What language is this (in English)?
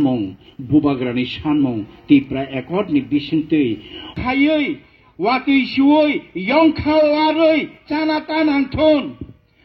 Kok Borok